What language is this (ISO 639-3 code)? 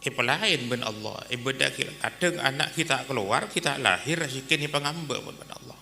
mad